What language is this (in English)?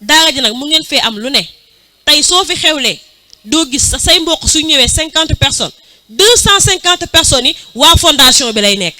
Wolof